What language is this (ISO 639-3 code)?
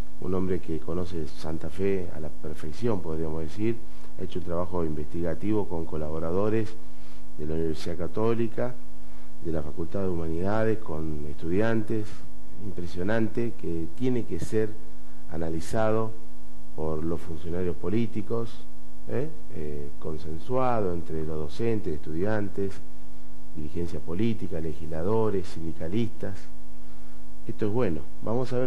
spa